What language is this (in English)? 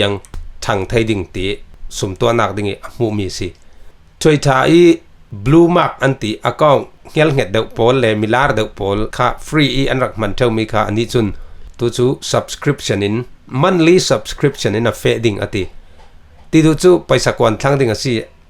Falam Chin